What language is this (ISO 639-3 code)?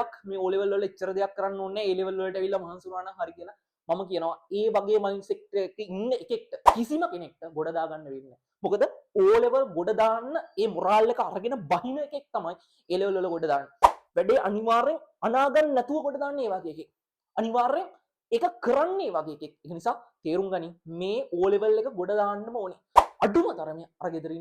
sin